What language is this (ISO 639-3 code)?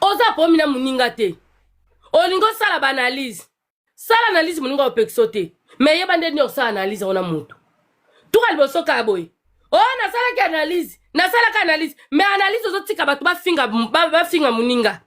lin